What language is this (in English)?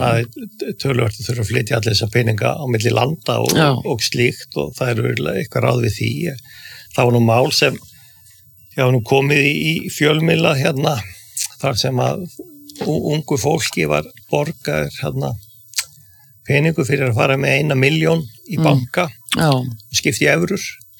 Icelandic